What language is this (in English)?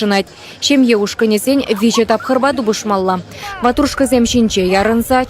Chuvash